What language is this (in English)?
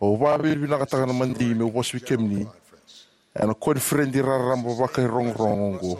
Fijian